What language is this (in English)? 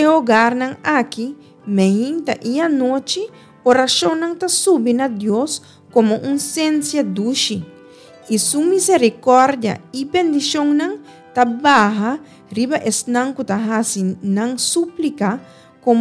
Papiamento